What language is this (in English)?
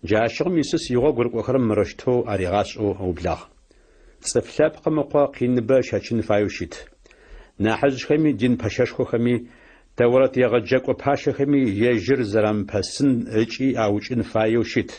Adyghe